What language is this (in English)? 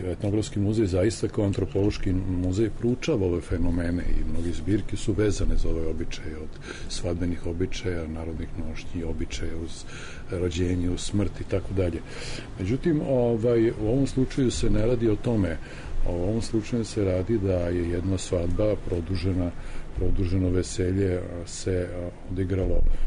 Serbian